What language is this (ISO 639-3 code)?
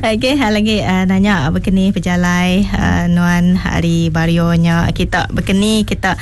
iba